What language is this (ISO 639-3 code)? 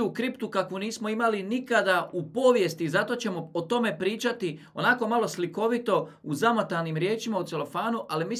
hrv